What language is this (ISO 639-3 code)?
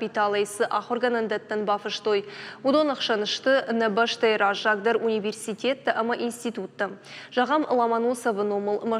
oss